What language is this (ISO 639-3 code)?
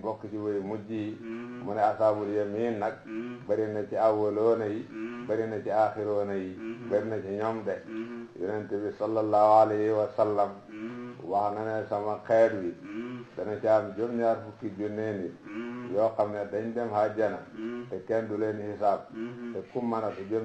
wol